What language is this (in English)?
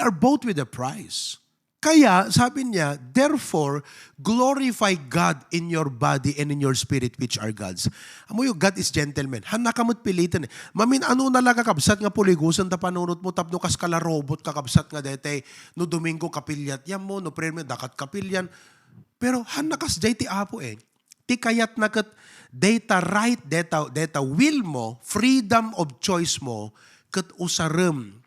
Iloko